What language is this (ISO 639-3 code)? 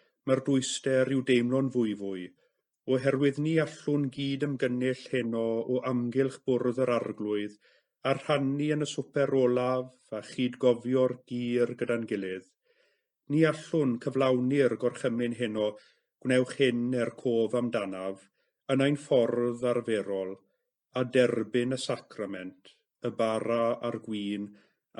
cym